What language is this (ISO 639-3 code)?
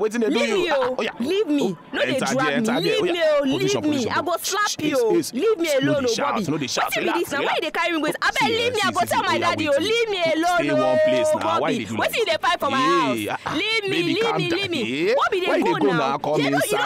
pcm